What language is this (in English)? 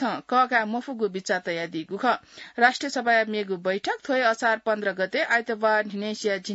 Newari